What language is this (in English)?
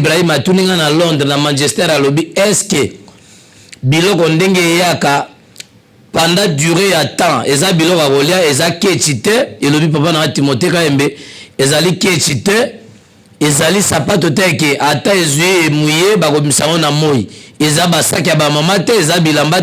Lingala